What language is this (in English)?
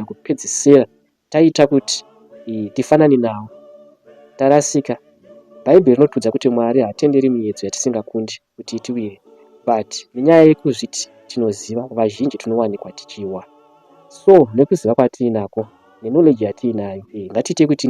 Shona